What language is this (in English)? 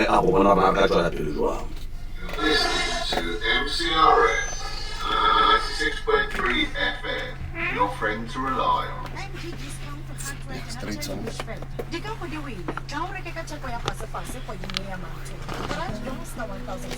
Northern Sotho